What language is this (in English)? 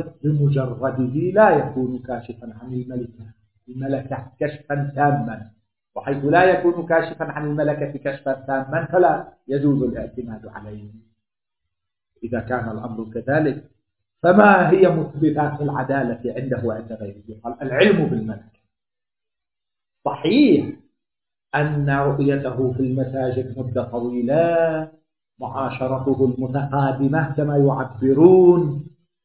Arabic